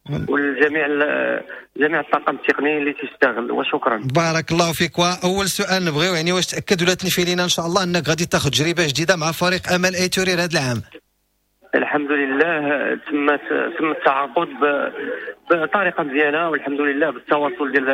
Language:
Moroccan Arabic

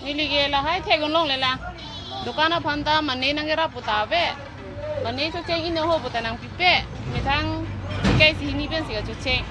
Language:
Karbi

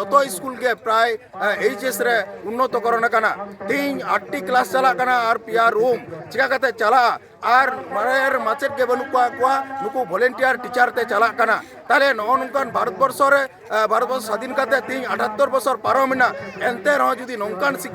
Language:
Santali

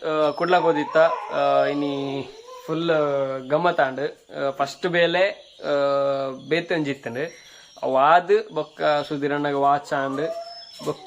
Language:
Tulu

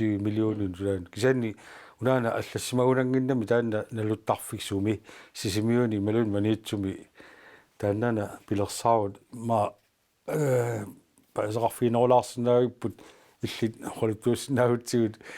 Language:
Kalaallisut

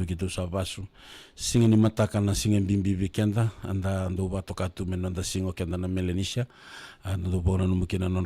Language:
Fijian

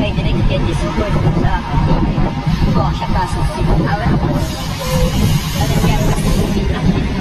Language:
French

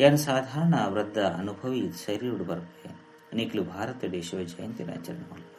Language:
Tulu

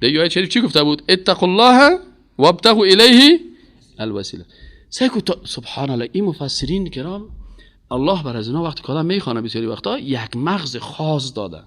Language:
Persian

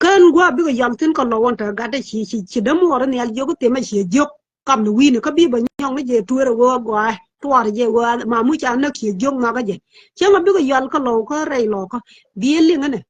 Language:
Nuer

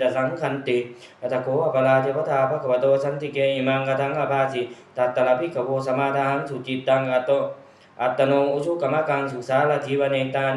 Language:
Pali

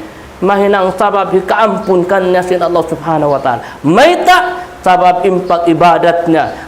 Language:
Tausug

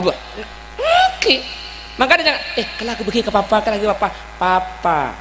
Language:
Madurese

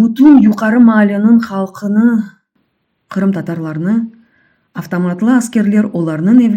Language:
Crimean Tatar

